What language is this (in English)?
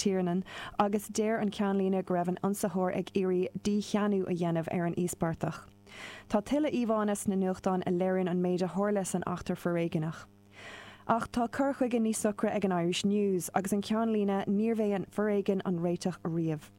Irish